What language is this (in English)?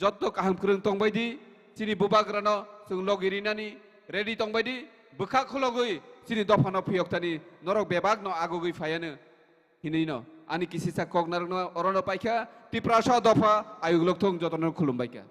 Kok Borok